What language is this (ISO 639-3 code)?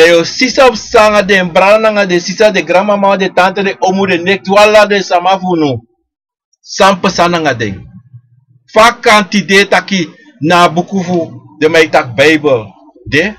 srn